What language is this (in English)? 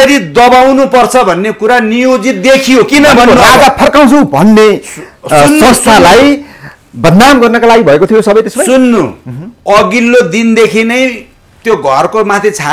Nepali